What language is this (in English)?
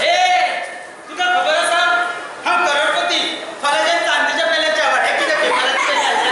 Konkani